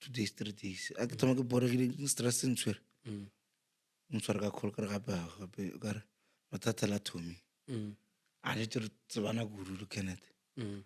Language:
Northern Sotho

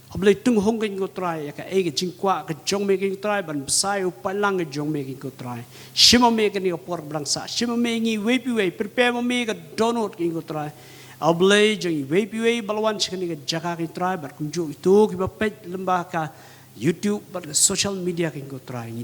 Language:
Khasi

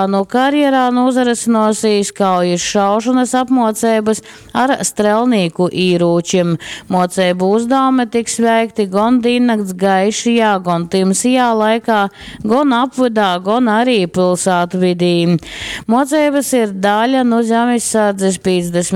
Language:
Latgalian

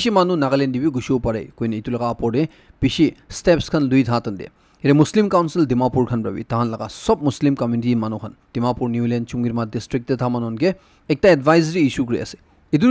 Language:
Naga Pidgin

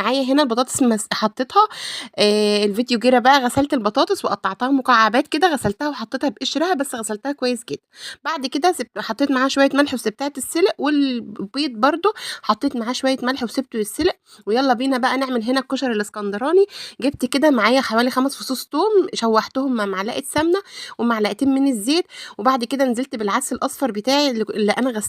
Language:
Egyptian Arabic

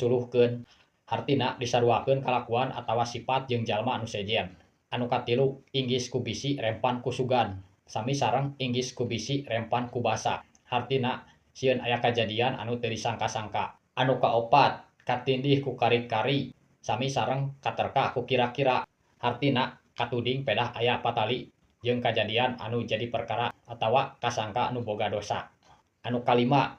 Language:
Sundanese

